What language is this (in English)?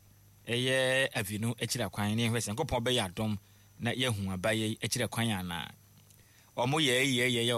Akan